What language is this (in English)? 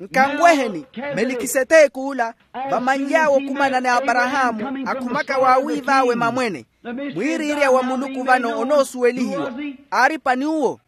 Makhuwa